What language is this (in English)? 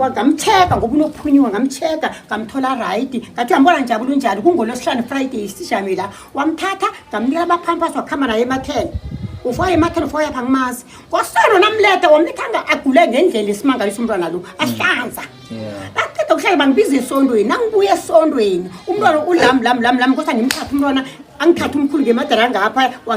Zulu